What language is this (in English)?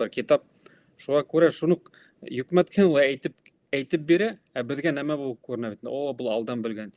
Bashkir